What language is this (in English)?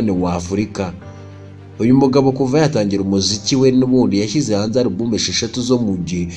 Kinyarwanda